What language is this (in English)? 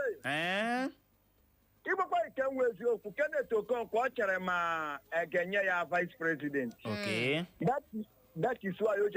Igbo